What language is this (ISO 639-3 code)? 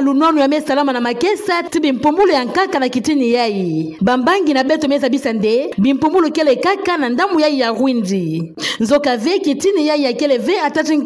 ktu